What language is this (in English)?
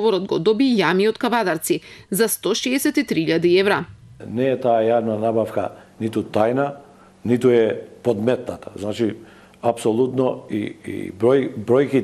Macedonian